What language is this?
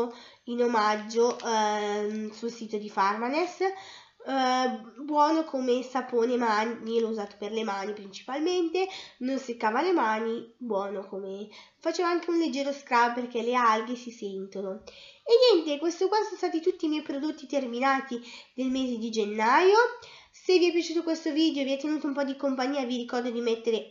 Italian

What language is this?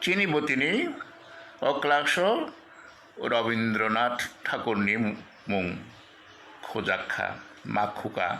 Kok Borok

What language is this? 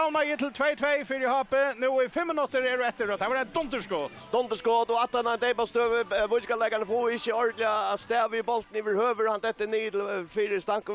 Faroese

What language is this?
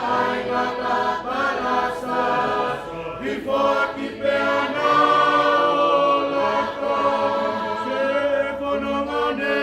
Tongan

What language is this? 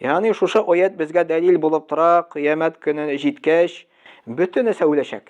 Tatar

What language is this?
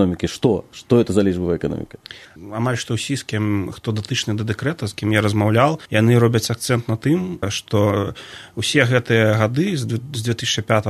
Belarusian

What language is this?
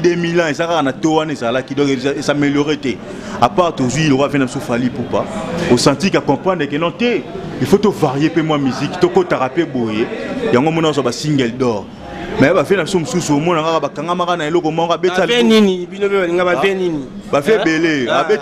Lingala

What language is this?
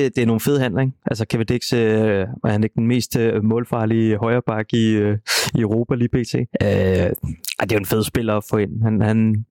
Danish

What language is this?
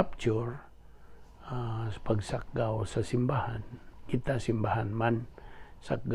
Cebuano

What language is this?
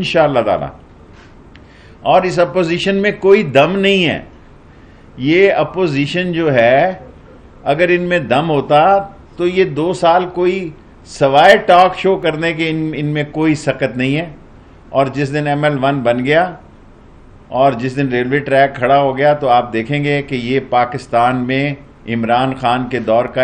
Urdu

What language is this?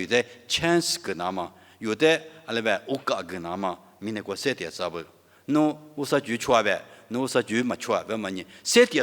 Lisu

